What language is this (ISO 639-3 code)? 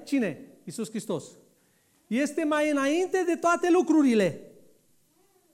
ron